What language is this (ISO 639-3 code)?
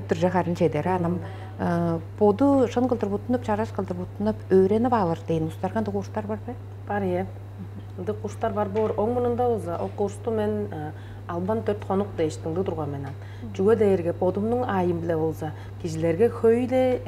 tyv